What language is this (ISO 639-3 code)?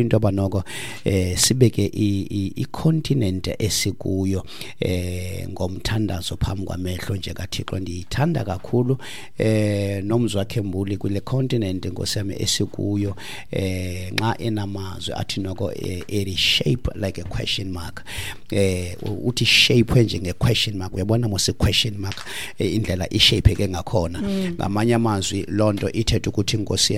xho